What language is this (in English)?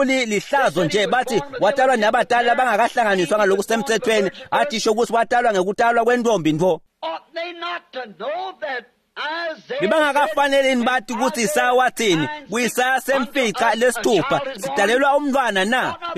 Swati